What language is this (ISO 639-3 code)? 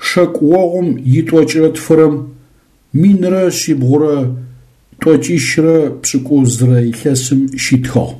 ady